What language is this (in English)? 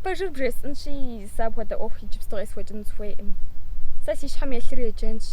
Kabardian